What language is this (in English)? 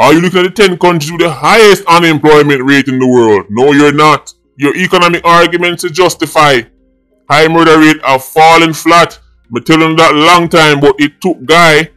Jamaican Creole English